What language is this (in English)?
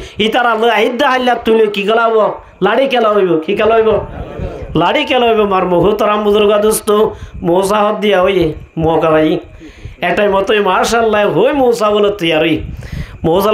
Rohingya